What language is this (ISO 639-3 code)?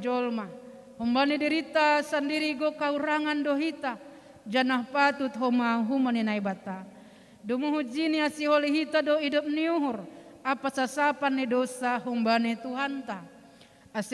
bts